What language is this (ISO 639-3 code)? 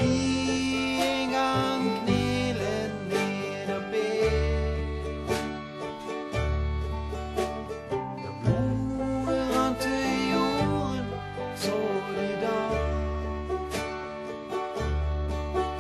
nor